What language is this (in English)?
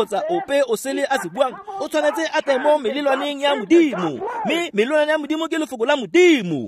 Tswana